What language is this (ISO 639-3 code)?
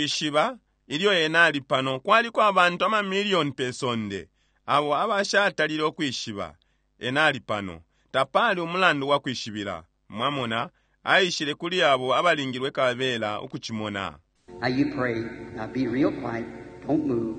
bem